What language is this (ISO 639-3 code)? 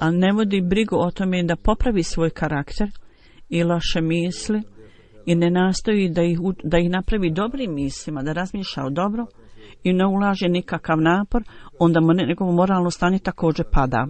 bos